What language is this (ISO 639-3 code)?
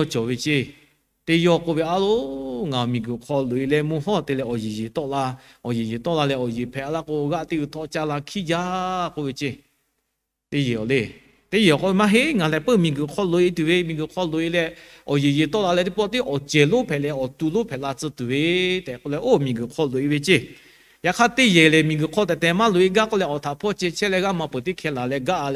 lhu